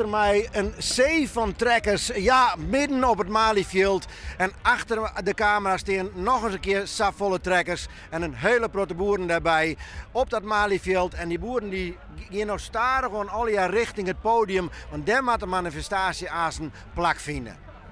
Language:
Western Frisian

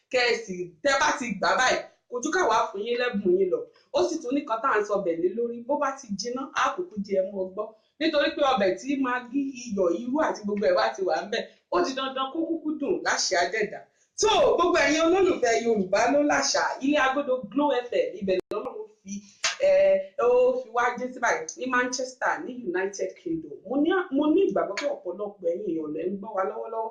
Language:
Yoruba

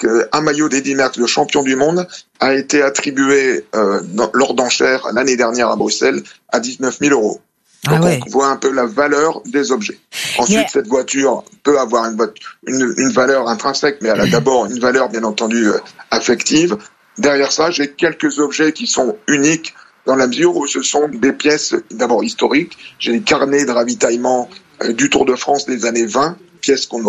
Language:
French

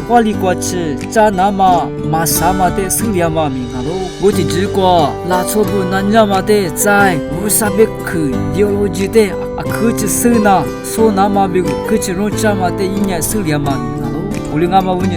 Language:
Lisu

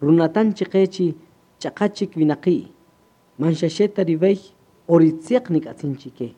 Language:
Kaqchikel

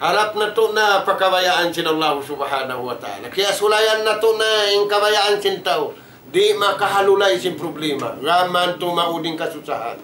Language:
Tausug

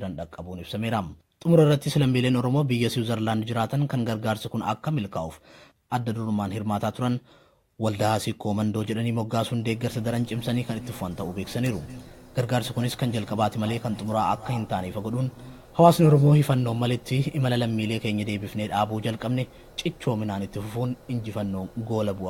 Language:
Oromo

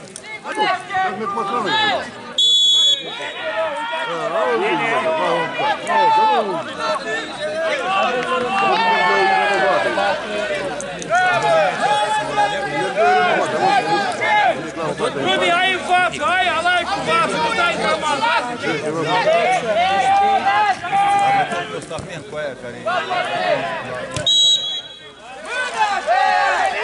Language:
Romanian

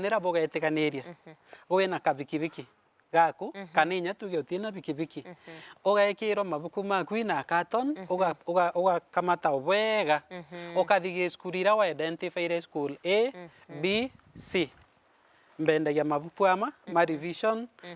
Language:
Meru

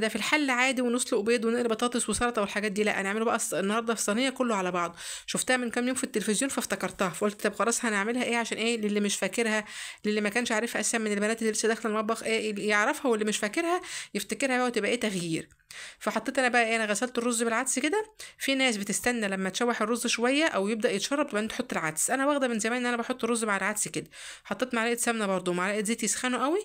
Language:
Egyptian Arabic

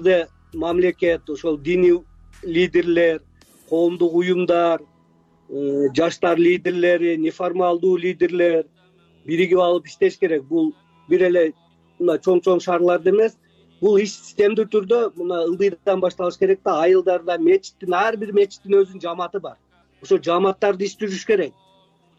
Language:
Kyrgyz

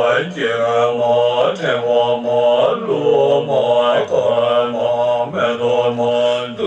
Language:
Tibetan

